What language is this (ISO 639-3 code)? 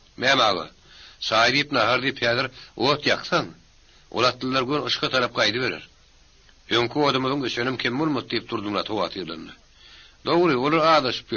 tuk